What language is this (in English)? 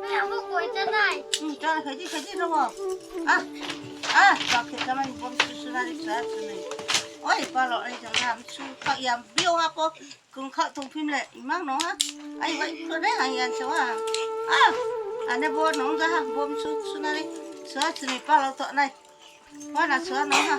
Riang (India)